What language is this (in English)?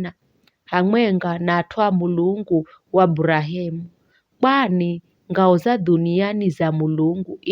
Giryama